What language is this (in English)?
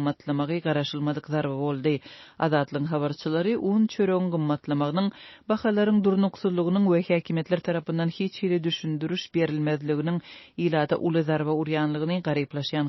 Turkmen